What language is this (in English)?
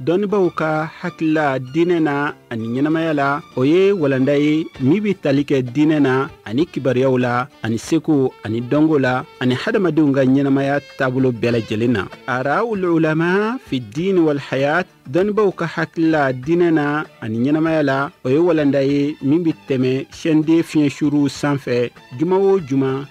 Bambara